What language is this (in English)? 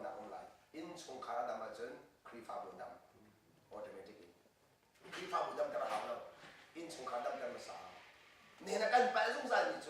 Hakha Chin